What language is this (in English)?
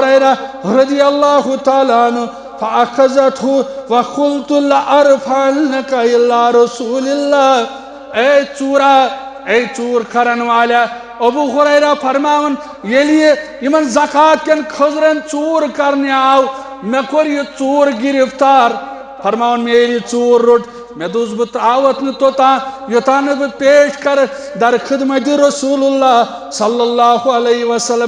Kashmiri